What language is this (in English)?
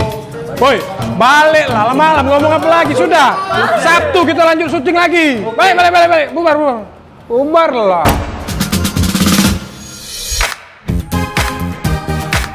Indonesian